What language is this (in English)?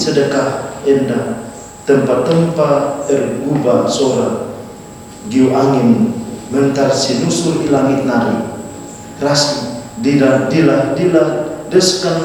Batak Karo